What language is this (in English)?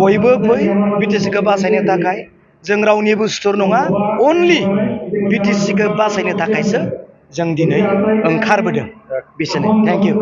Bodo